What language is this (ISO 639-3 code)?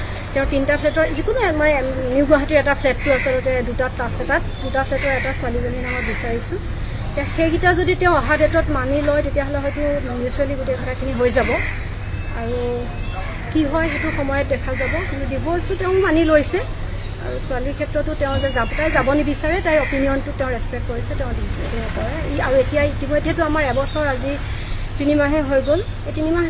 asm